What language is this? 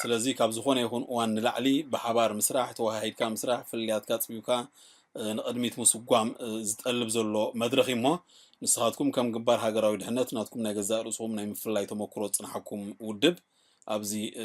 Tigrinya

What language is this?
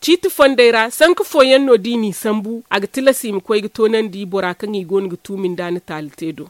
Zarma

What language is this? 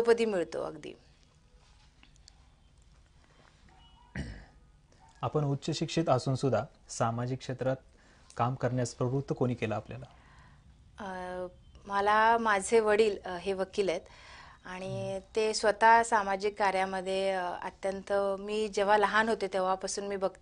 Marathi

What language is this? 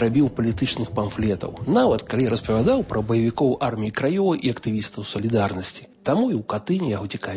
Belarusian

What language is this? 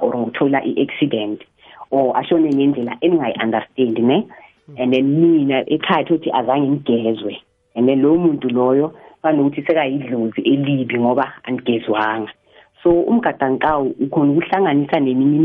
South Ndebele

